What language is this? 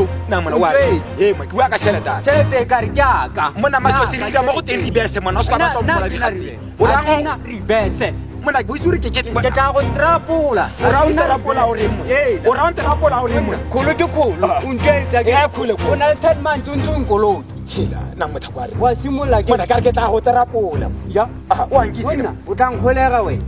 Tswana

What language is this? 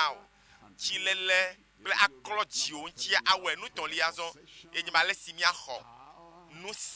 Ewe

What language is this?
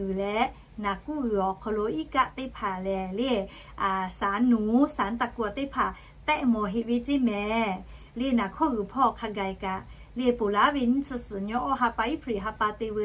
Lahu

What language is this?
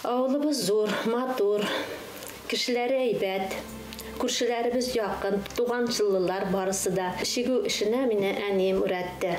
Bashkir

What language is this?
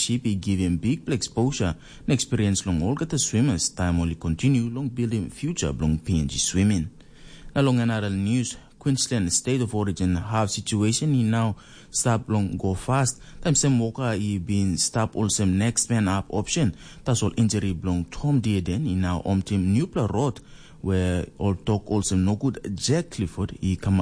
Tok Pisin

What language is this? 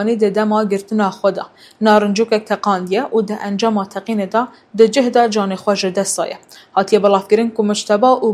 Kurdish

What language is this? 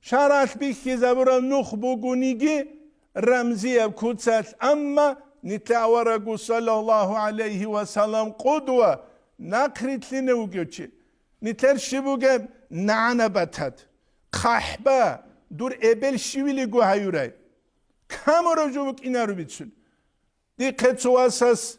Avaric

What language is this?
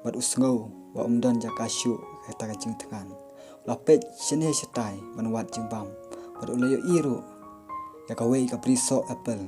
Khasi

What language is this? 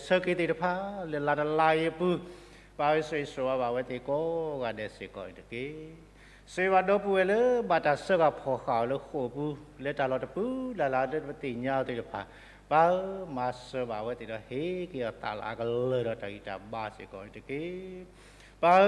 S'gaw Karen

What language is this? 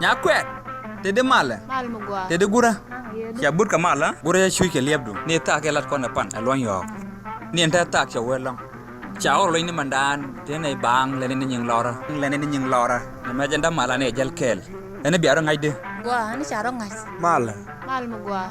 Nuer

